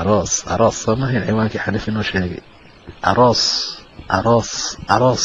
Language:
Somali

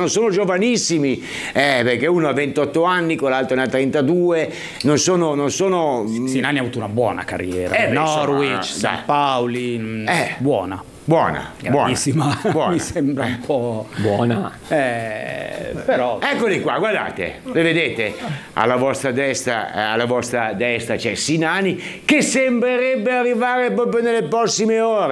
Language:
Italian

